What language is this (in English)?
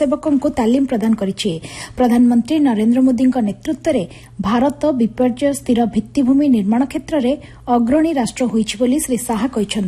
Odia